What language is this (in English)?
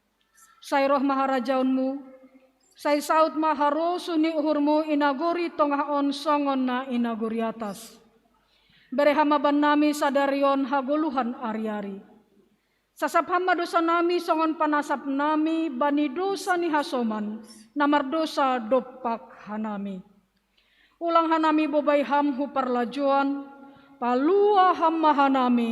Batak Simalungun